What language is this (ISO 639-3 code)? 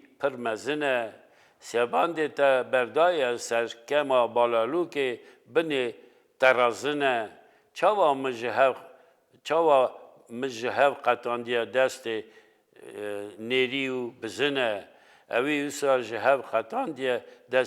kur